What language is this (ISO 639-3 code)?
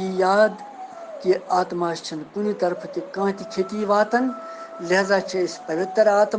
kas